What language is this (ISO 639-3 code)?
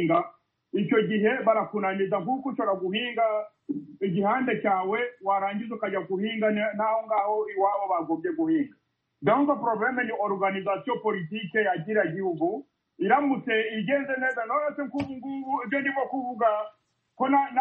kin